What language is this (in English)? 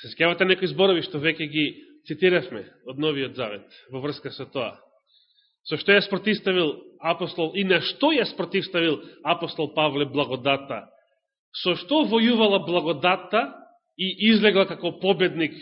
Macedonian